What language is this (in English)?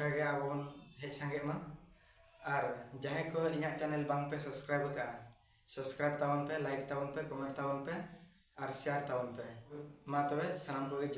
Santali